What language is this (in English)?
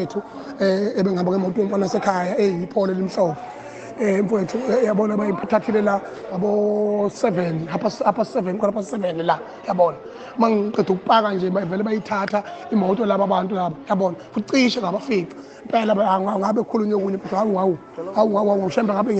Zulu